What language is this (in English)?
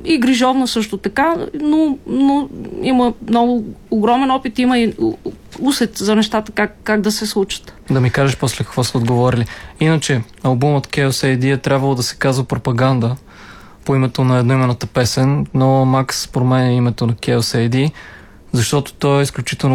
Bulgarian